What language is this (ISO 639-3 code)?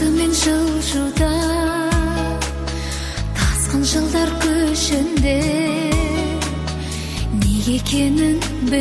kaz